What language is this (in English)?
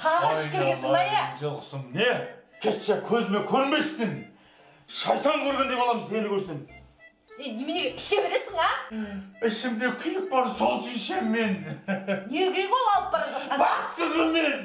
Kazakh